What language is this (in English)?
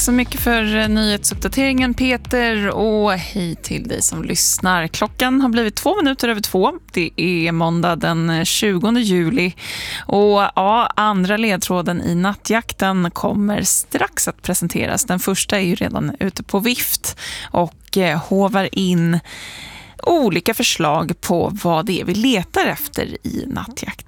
Swedish